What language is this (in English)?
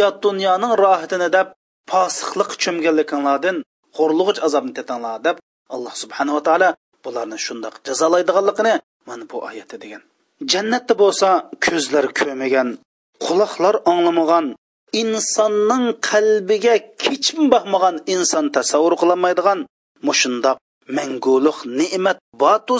Uyghur